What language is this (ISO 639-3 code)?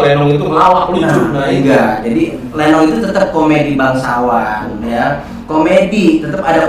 bew